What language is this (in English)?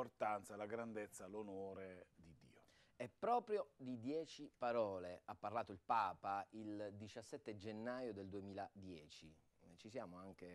Italian